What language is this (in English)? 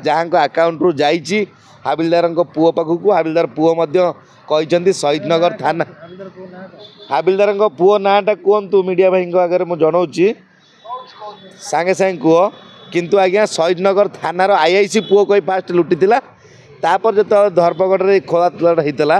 Odia